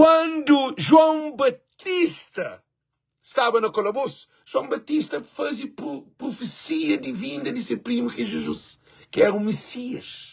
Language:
Kabuverdianu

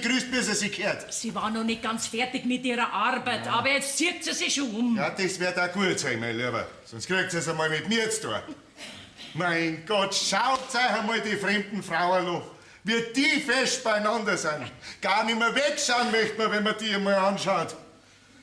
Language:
Bavarian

